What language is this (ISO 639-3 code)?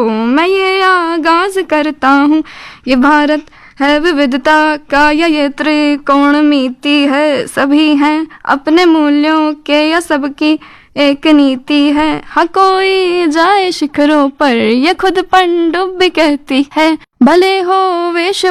hin